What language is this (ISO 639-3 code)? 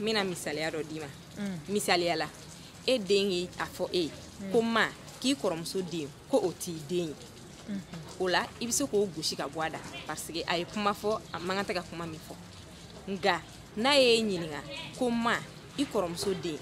bam